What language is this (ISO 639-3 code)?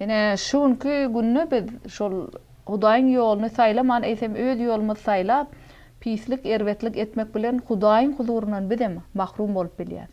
tuk